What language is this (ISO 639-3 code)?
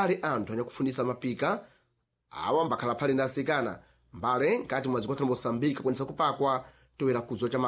seh